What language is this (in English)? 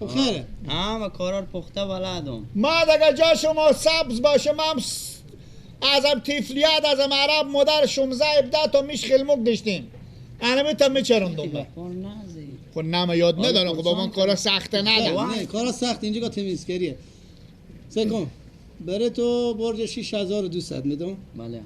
Persian